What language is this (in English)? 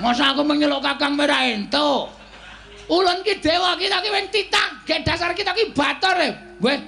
Javanese